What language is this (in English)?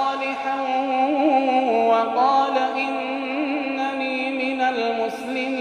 Filipino